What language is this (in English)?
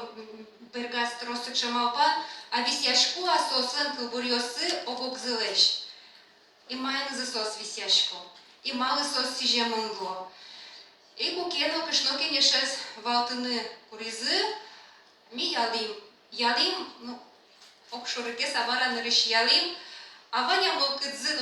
Udmurt